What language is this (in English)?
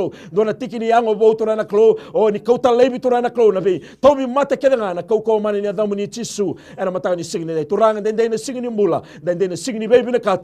Fijian